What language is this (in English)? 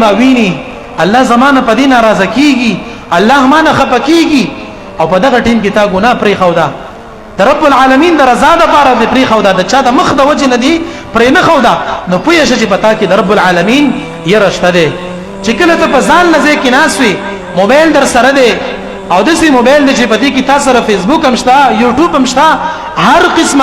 Pashto